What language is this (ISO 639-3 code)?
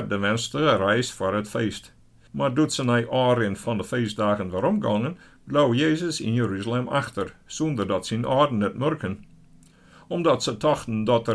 fry